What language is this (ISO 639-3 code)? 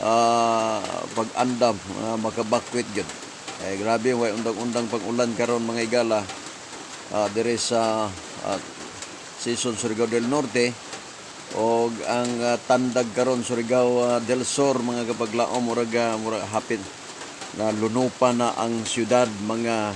ceb